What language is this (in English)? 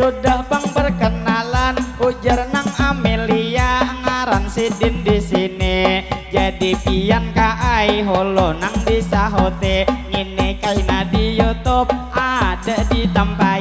Banjar